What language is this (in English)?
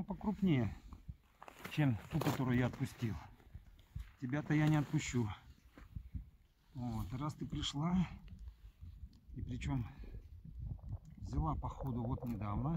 Russian